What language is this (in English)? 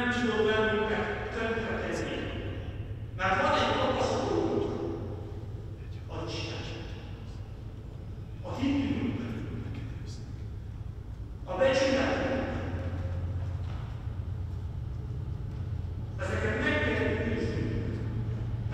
Hungarian